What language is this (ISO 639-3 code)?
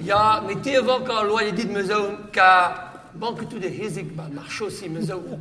bre